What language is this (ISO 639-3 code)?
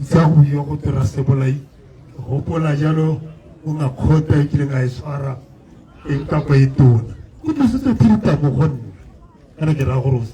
tsn